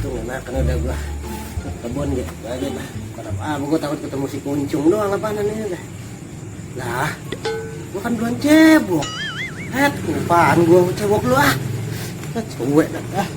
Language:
Betawi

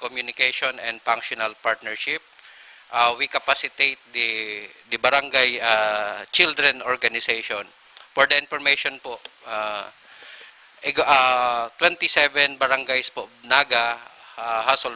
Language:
Bikol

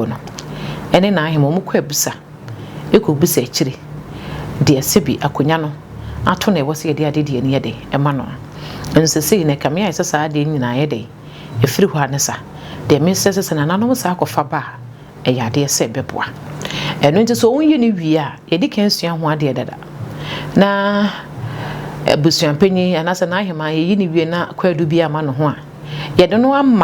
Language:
Akan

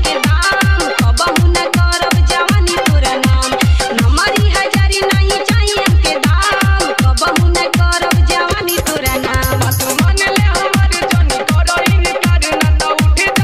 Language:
Bhojpuri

